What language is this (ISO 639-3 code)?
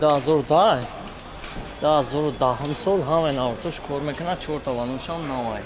tgk